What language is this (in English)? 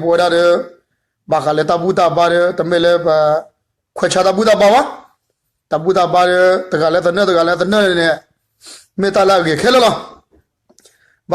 S'gaw Karen